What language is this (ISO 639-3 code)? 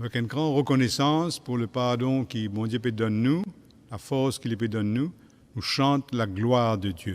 mfe